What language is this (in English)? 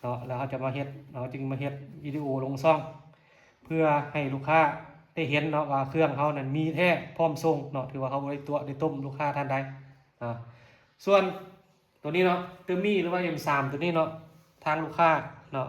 Lao